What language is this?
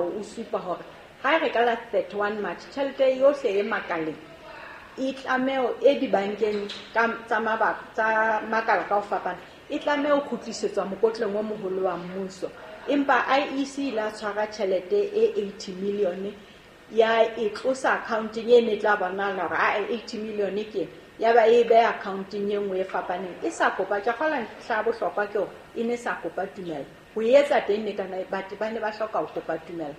Southern Sotho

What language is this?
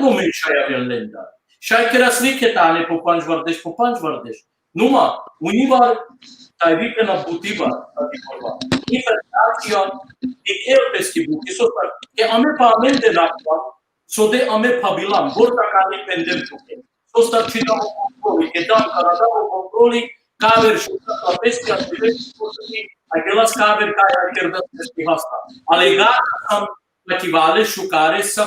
Balkan Romani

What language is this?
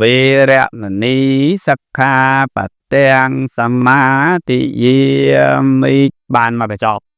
Khmer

